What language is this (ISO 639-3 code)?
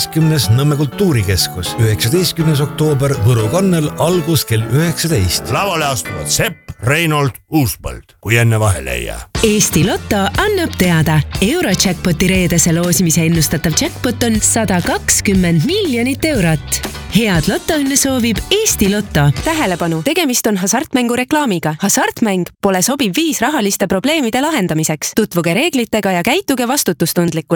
est